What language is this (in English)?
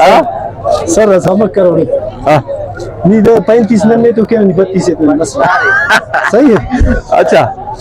Brahui